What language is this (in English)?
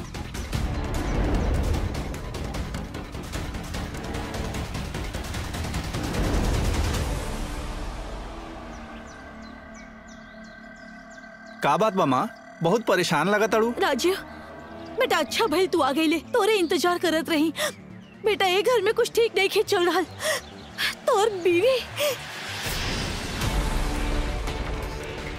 Bhojpuri